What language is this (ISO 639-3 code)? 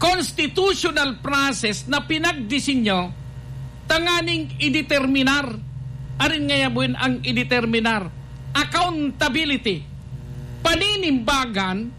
bik